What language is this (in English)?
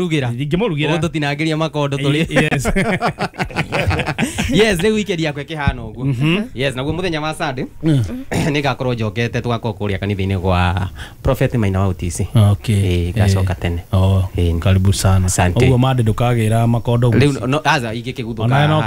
Kikuyu